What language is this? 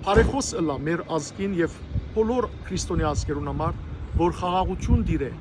Western Armenian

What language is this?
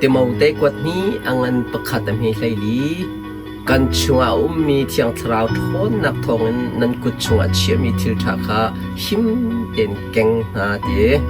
Hakha Chin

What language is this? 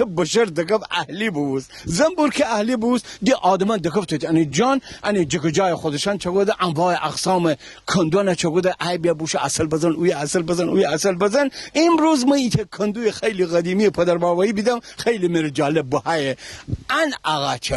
Gilaki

